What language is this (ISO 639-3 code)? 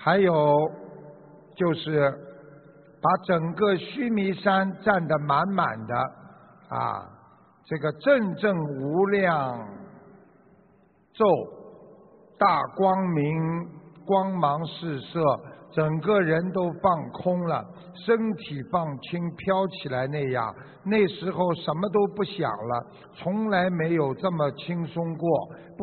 zho